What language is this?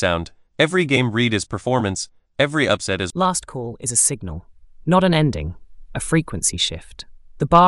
English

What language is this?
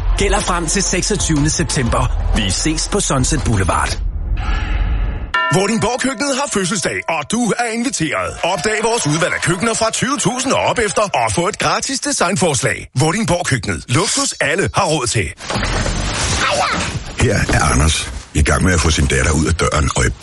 Danish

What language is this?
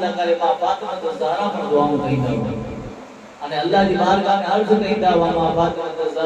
Kachhi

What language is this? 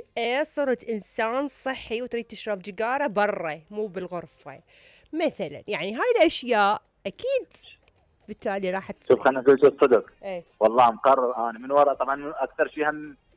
Mesopotamian Arabic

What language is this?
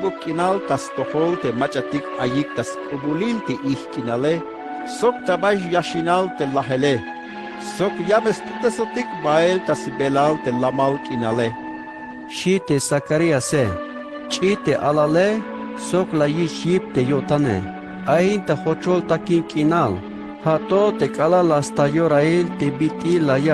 Tzeltal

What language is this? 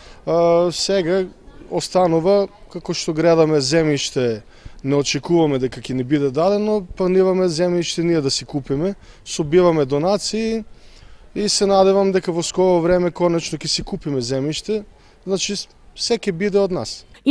Macedonian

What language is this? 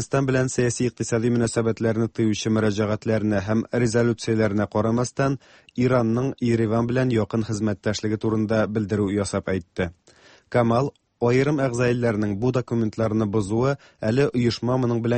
Tatar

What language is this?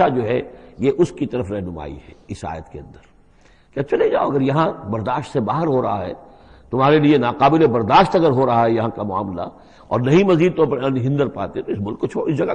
Urdu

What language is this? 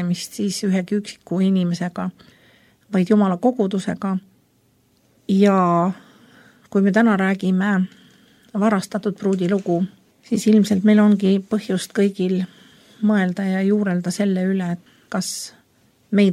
Estonian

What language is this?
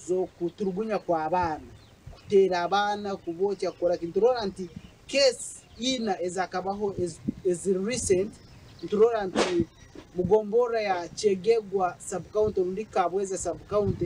Nyankole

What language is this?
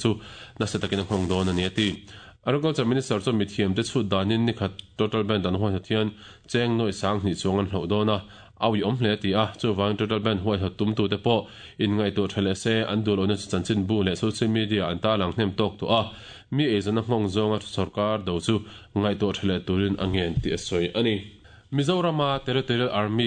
Mizo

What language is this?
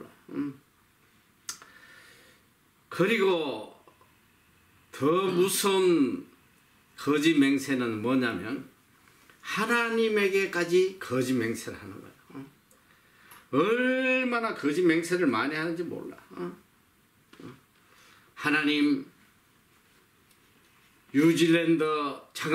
Korean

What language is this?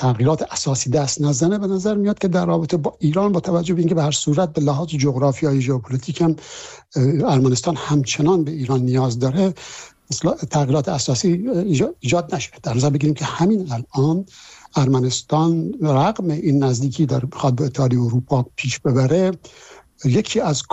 Persian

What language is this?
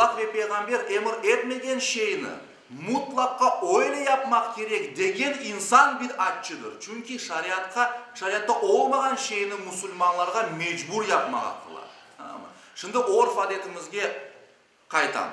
Crimean Tatar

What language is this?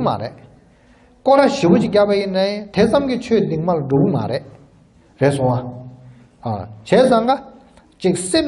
Tibetan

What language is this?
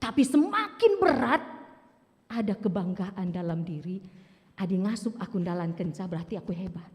Batak Karo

